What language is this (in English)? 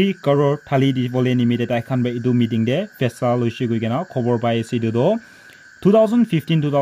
Naga Pidgin